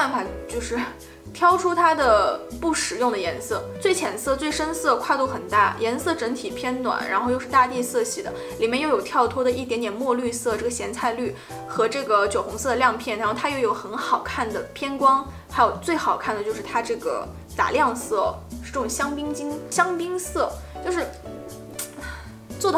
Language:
Chinese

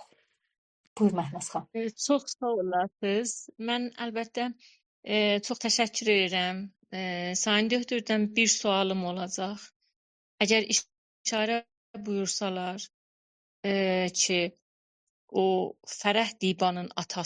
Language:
South Azerbaijani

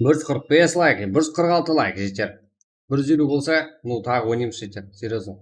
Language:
Kara-Kalpak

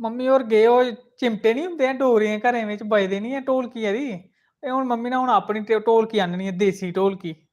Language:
Dogri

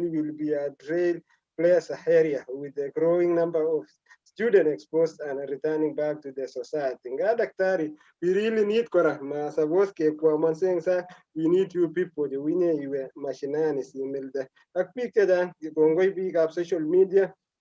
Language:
Kalenjin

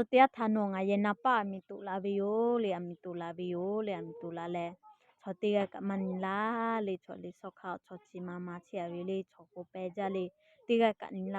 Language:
Lahu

